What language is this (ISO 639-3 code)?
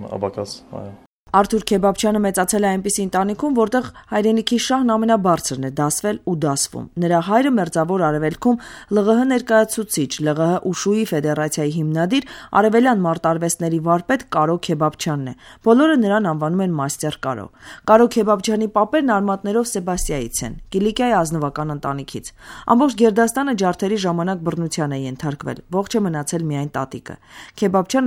hye